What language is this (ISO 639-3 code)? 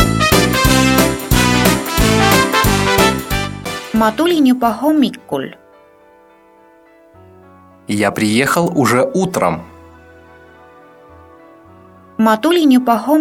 est